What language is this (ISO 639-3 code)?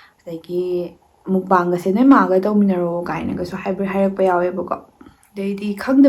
mni